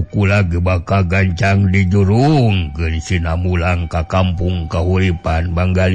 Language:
Sundanese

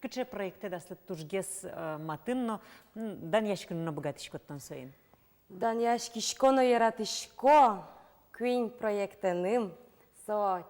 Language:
Udmurt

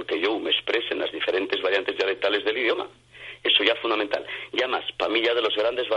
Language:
Asturian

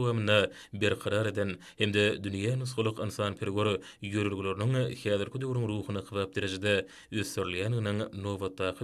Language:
Turkmen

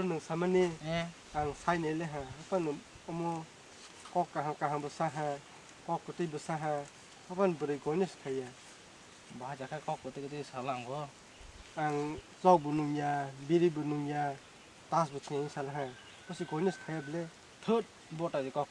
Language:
Kok Borok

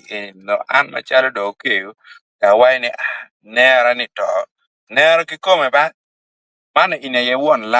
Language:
Acoli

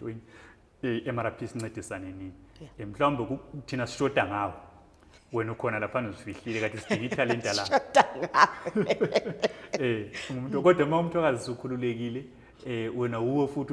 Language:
Zulu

